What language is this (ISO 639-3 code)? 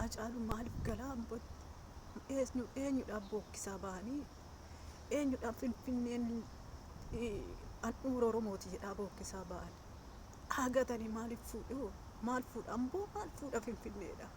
orm